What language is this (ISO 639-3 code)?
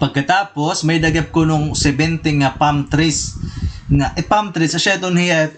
war